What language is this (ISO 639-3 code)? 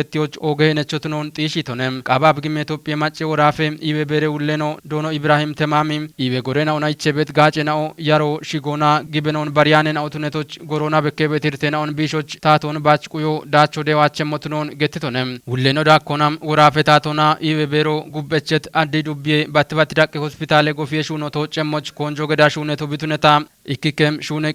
kbr